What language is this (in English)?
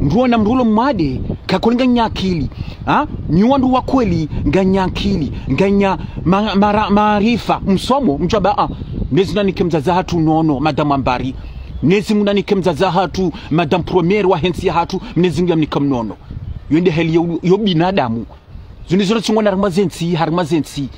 Ngazidja Comorian